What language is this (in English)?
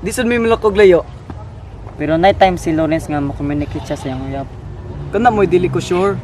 Cebuano